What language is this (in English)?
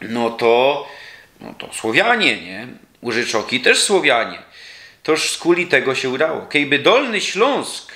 Silesian